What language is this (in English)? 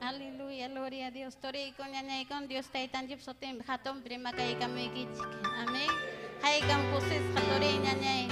Ayacucho Quechua